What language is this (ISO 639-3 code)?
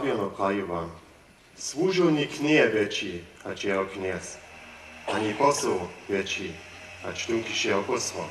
hsb